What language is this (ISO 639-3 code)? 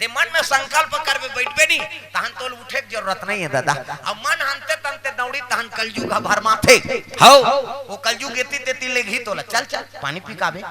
hne